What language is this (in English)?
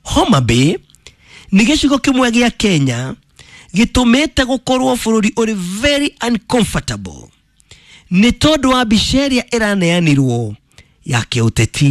Kikuyu